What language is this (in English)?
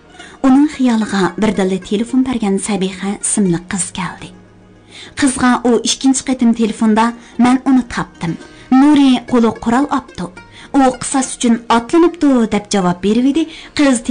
Uyghur